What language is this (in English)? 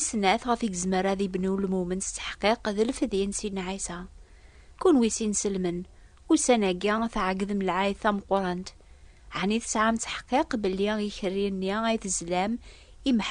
Kabyle